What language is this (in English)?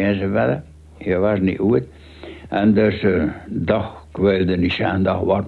Dutch